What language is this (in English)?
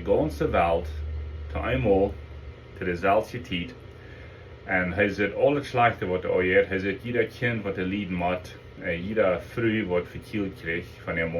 Plautdietsch